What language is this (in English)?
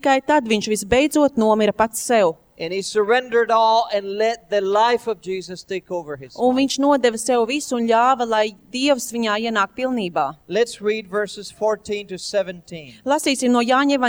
Latvian